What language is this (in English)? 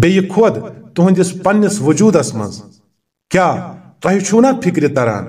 Kashmiri